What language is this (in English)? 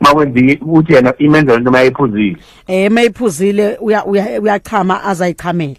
Zulu